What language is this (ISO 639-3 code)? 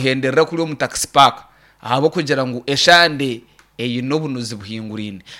nyn